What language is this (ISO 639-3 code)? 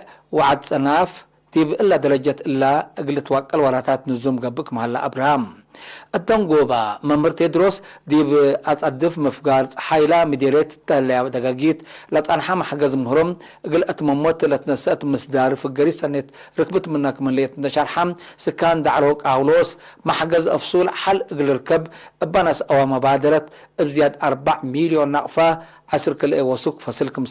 tig